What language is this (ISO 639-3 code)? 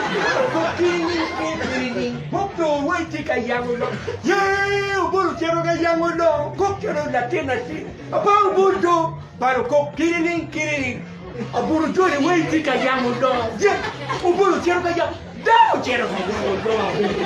ach